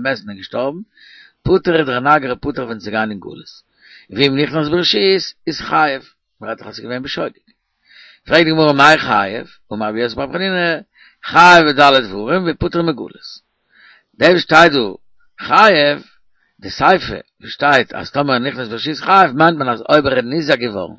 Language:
Yiddish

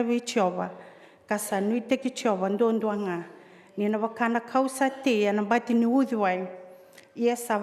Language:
Fijian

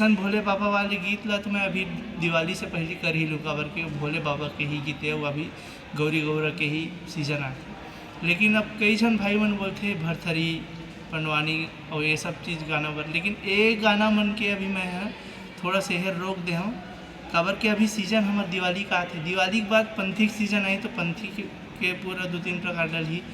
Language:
Chhattisgarhi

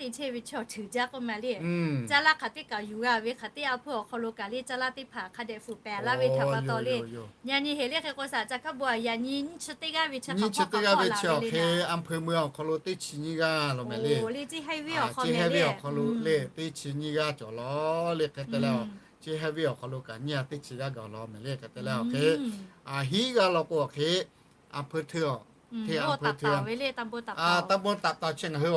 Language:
Lahu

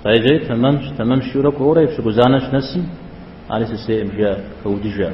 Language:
Kabardian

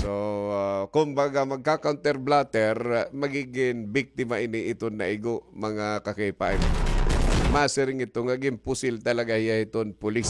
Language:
Waray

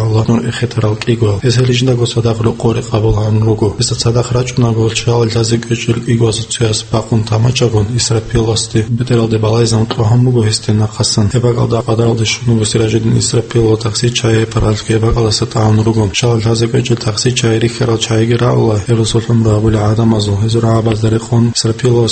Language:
Avaric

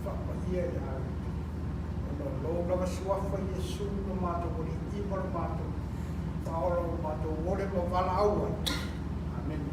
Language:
Samoan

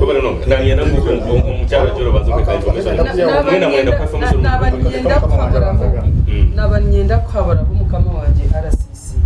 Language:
Nyankole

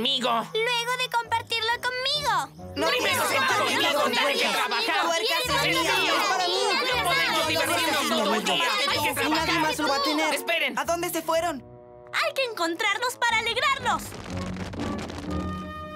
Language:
Spanish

